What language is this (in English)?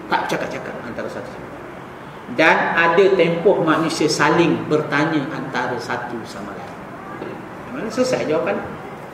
Malay